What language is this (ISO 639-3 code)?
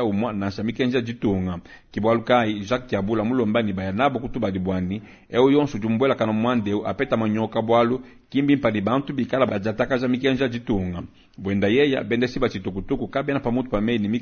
lua